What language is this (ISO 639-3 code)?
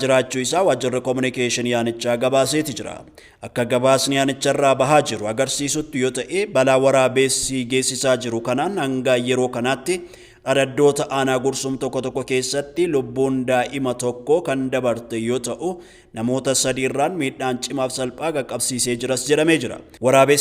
orm